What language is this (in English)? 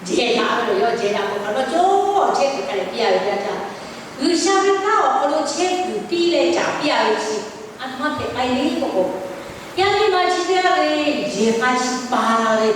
Lahu